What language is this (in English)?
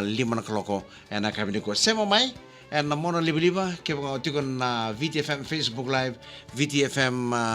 Fijian